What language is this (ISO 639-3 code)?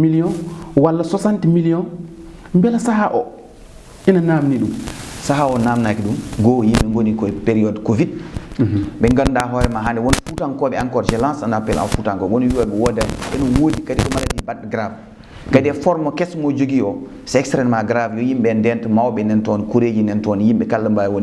ful